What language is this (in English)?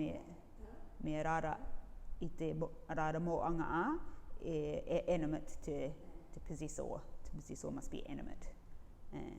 Rarotongan